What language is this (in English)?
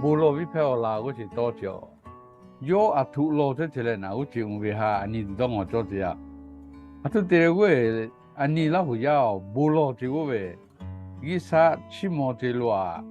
Lahu